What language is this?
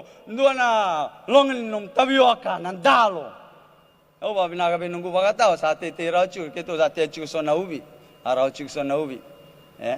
Fijian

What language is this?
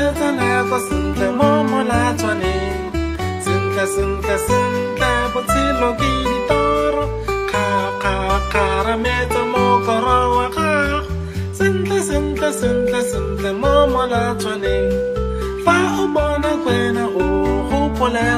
Tswana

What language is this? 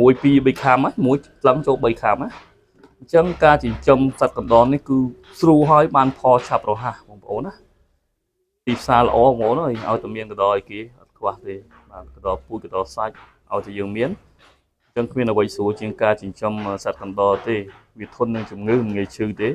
Khmer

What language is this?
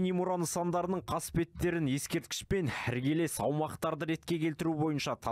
Kazakh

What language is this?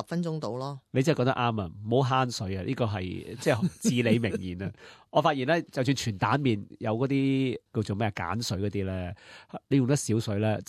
Cantonese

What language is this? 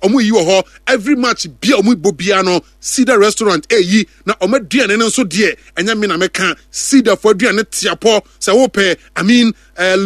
Akan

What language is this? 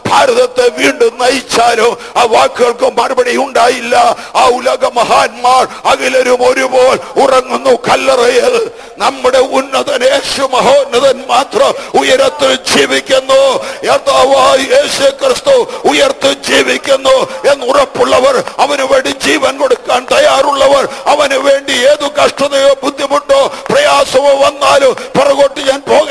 Malayalam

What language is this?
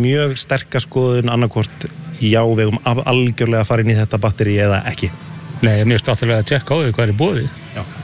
Icelandic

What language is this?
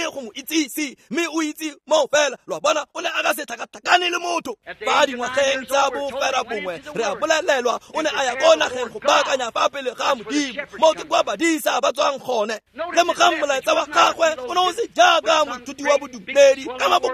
Tswana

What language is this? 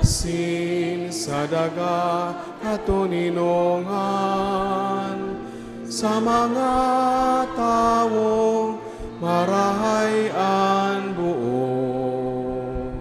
Bikol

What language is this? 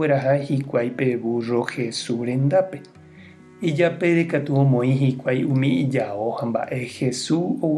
Guarani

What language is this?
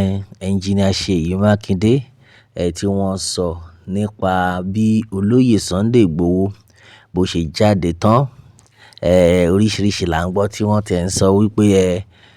Yoruba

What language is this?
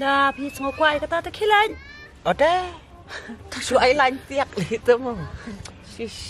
Khasi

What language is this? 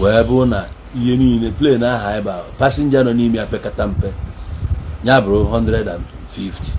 Igbo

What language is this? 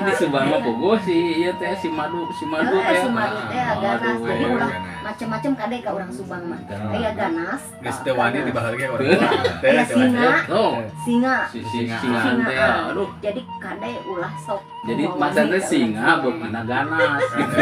Sundanese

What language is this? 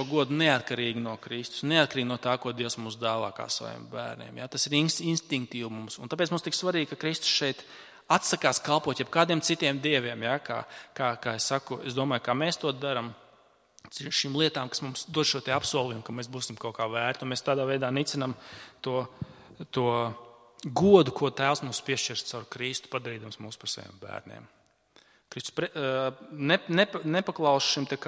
Latvian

